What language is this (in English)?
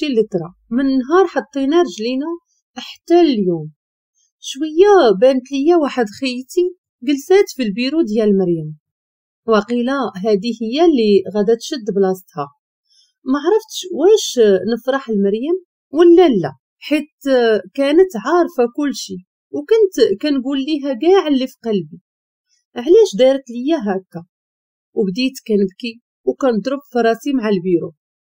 Moroccan Arabic